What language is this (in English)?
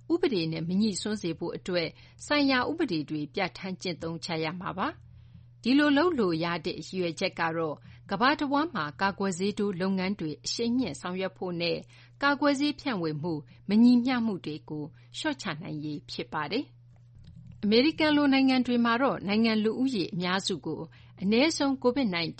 Burmese